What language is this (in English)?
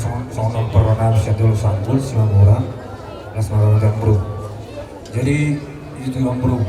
Batak Simalungun